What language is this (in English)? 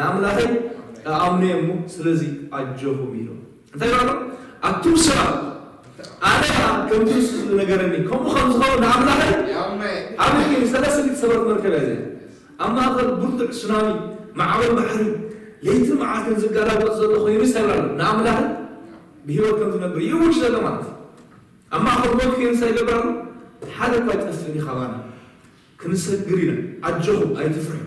Tigrinya